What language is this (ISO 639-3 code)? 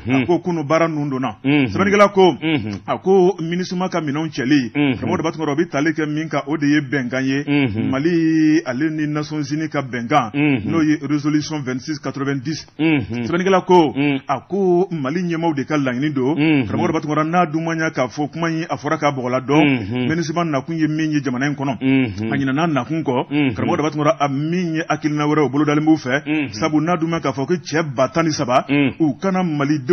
bam